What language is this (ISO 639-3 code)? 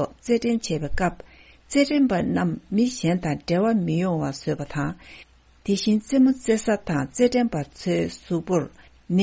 bod